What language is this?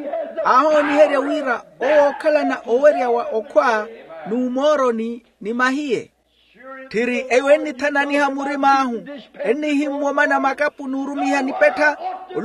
Makhuwa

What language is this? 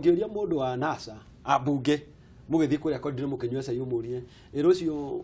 Kikuyu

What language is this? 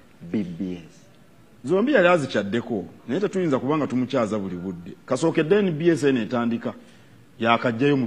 Ganda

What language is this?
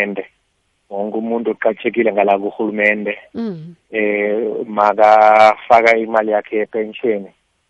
South Ndebele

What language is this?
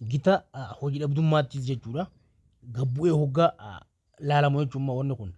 Oromo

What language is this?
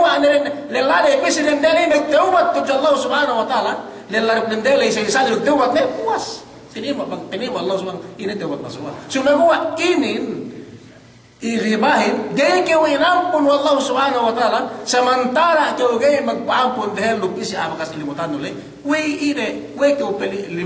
Yakan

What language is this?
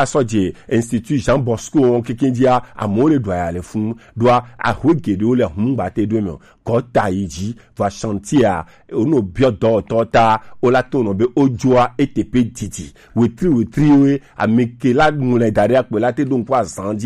Gen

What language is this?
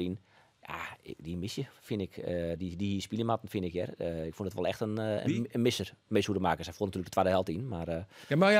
Western Frisian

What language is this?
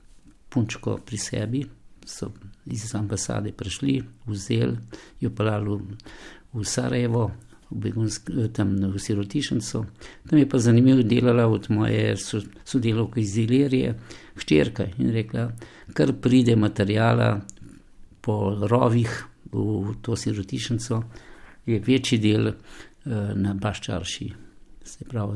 Slovenian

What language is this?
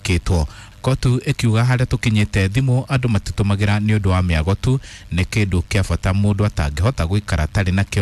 Kikuyu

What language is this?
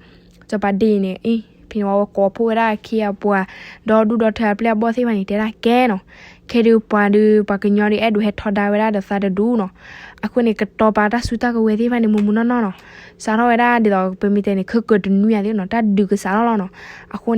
S'gaw Karen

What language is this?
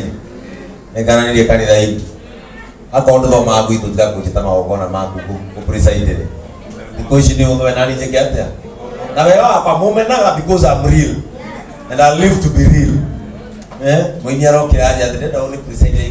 Kikuyu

